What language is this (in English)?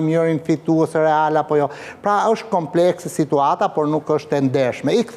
Albanian